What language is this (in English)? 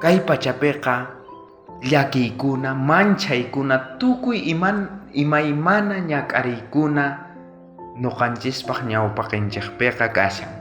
South Bolivian Quechua